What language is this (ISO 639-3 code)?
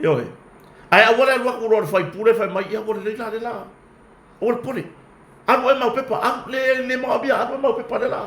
smo